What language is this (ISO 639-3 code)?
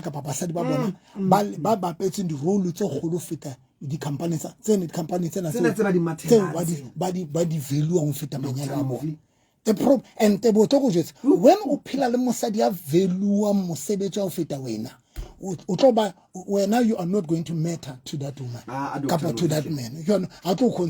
sot